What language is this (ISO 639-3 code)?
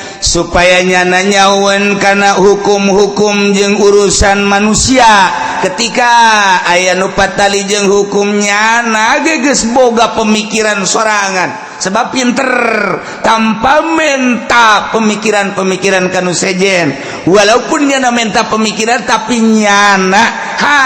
sun